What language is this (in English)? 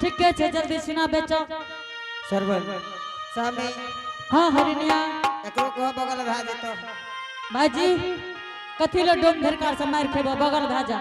Angika